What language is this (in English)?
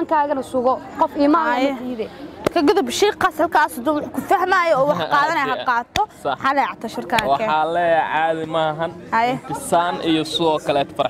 Somali